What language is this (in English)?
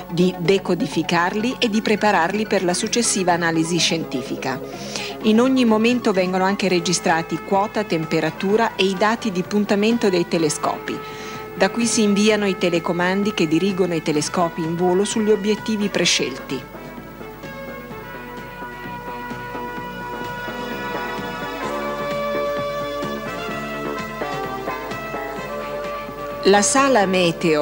Italian